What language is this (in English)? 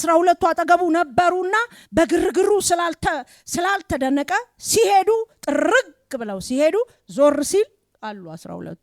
Amharic